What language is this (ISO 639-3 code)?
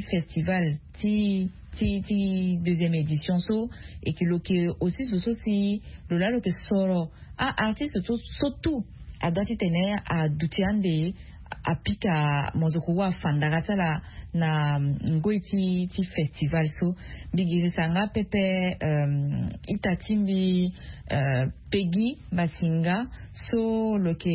sag